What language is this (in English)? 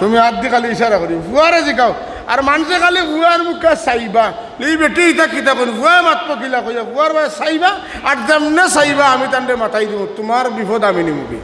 Sylheti